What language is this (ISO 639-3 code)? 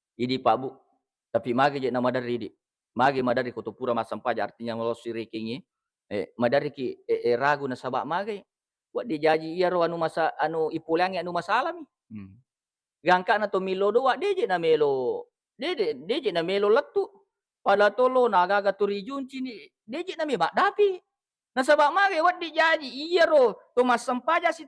bug